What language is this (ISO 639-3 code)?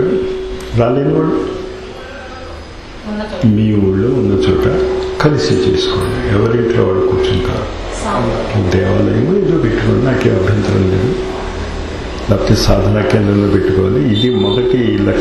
tel